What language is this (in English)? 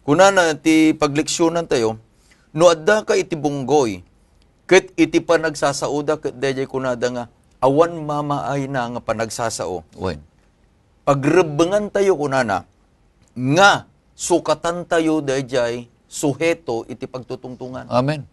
Iloko